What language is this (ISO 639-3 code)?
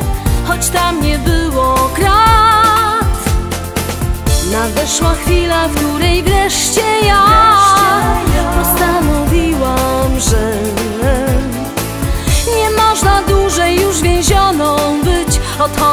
pol